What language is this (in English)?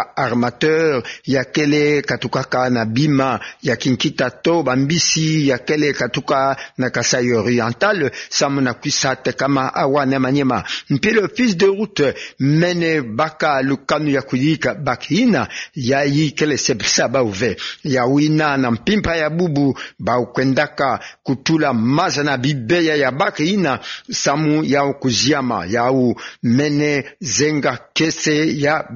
Kituba (Democratic Republic of Congo)